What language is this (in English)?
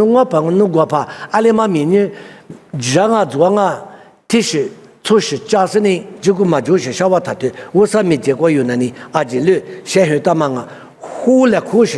Lisu